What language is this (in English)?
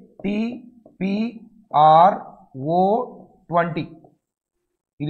Telugu